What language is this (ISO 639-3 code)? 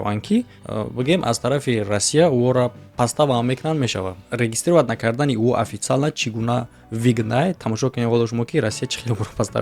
tgk